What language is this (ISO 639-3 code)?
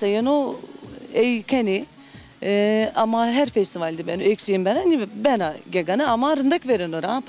zza